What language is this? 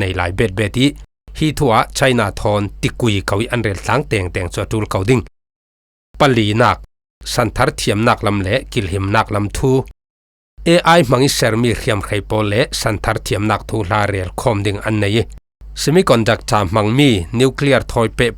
Falam Chin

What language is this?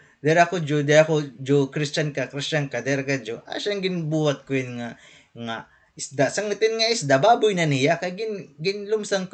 Waray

